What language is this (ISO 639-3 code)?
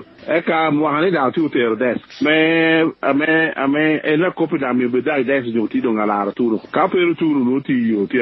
laj